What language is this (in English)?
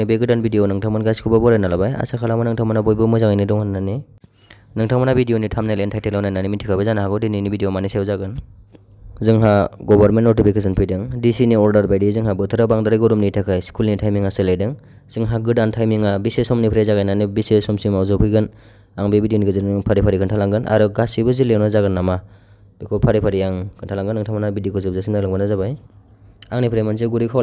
Bodo